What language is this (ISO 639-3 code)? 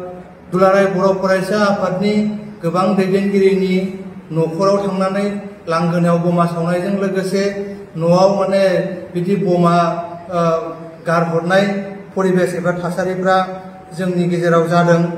brx